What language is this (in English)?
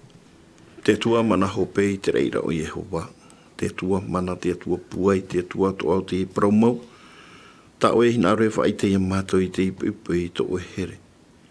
Tahitian